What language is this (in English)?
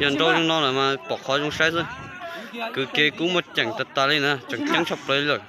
Hmong